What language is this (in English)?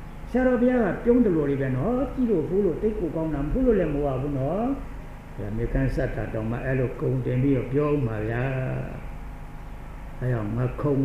Burmese